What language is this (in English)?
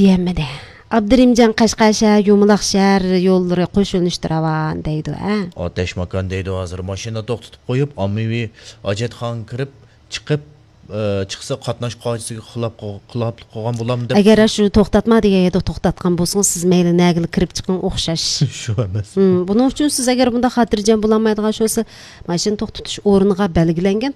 Uyghur